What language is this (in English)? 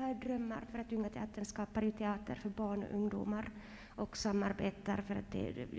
Swedish